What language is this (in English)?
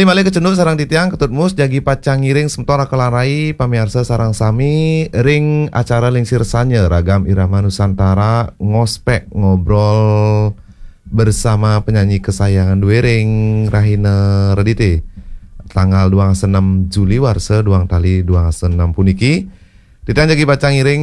Balinese